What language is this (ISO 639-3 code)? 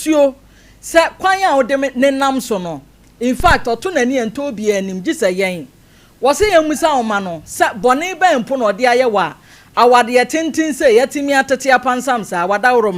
aka